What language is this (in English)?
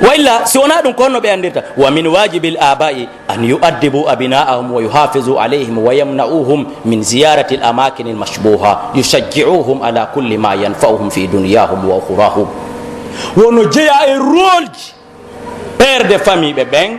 Pular